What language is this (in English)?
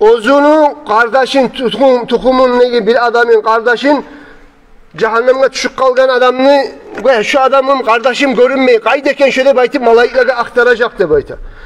Kumyk